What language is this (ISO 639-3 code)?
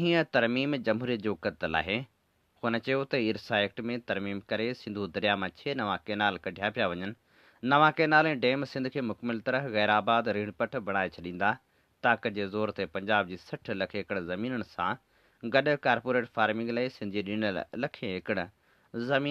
snd